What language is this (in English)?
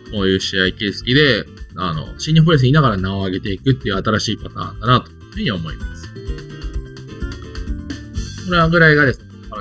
Japanese